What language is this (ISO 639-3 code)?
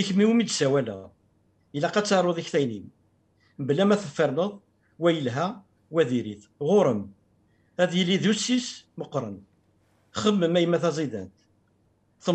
kab